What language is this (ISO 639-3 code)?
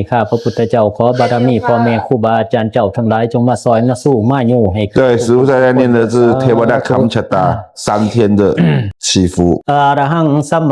pli